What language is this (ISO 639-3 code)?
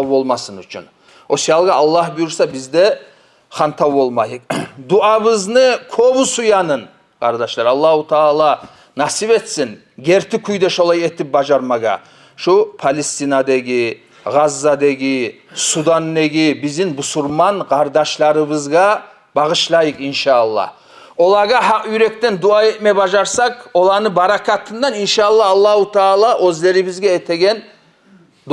kum